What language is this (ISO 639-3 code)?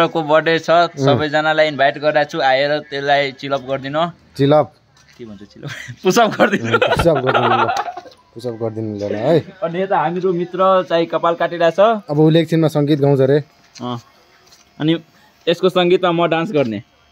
nep